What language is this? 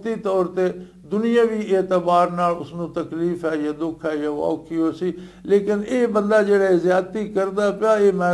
Western Panjabi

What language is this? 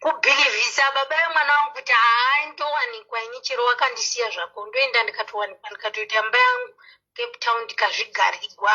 Shona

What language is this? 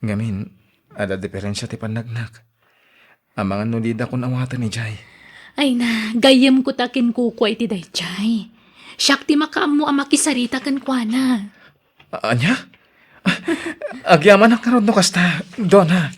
Iloko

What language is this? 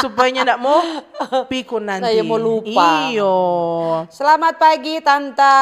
Manado Malay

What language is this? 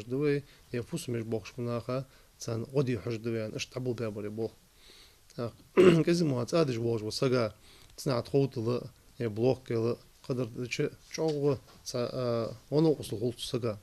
Ingush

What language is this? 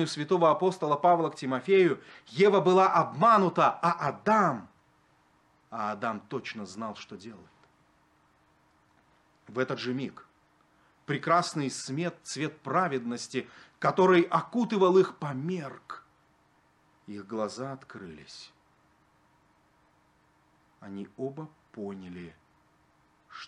Russian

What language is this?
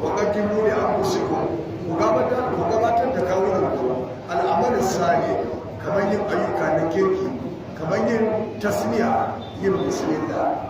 Hausa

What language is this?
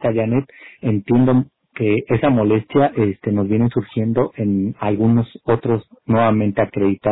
Spanish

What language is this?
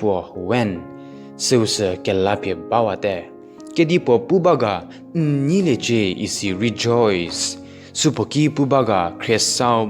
Angami Naga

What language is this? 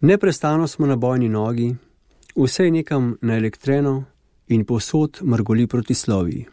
Slovenian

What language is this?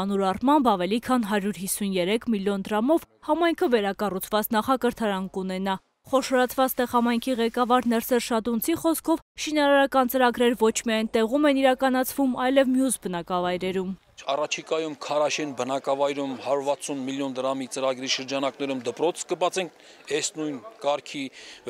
Armenian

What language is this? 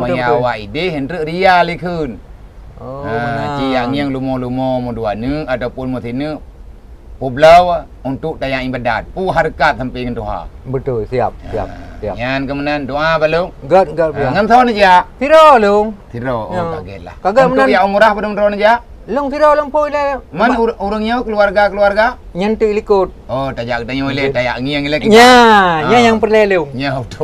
Achinese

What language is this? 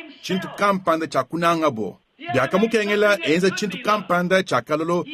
Luba-Lulua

